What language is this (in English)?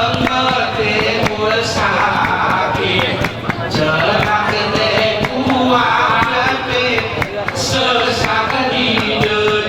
Gayo